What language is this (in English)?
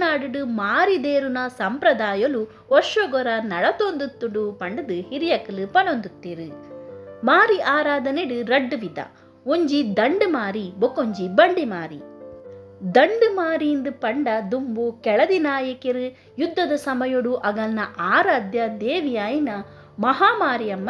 Tulu